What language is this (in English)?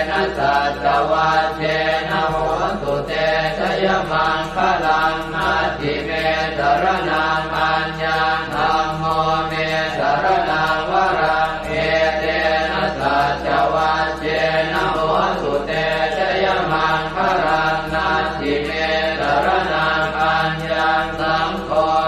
Pali